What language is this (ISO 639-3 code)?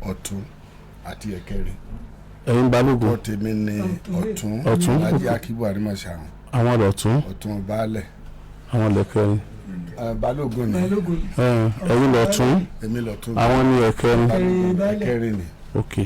yor